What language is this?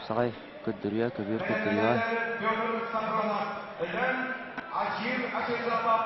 Yakut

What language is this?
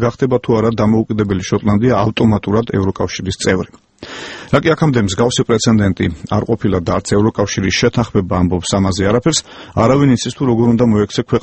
Georgian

